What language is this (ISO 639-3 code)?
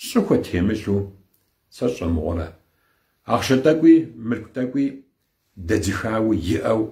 kbd